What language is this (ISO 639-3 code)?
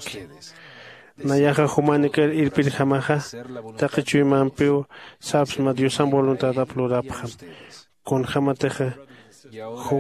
aym